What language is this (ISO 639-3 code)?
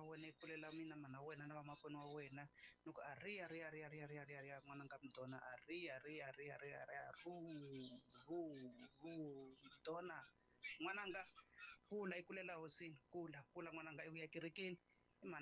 tso